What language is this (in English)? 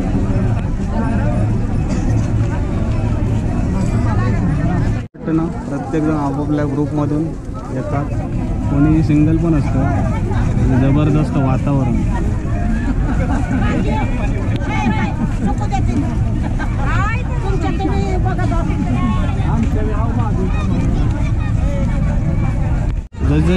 Marathi